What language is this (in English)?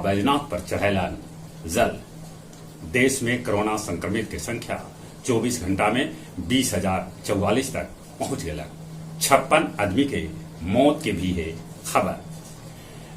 Magahi